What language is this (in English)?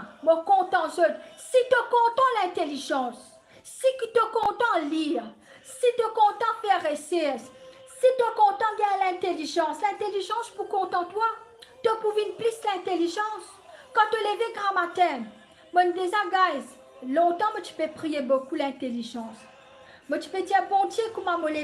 Morisyen